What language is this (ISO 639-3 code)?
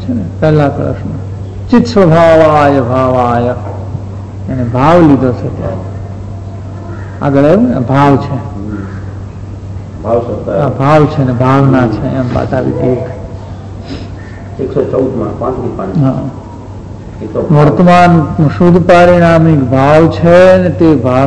guj